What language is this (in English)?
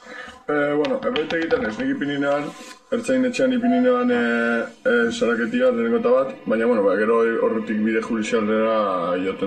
Basque